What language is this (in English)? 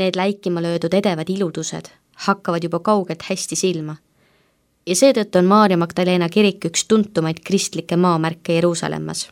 Estonian